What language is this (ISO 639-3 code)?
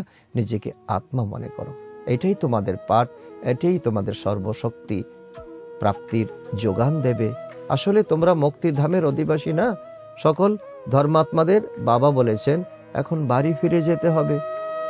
ben